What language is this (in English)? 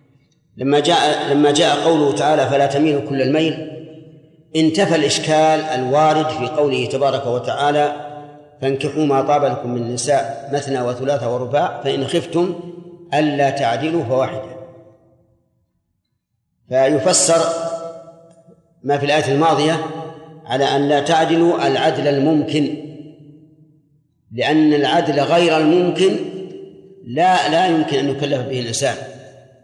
Arabic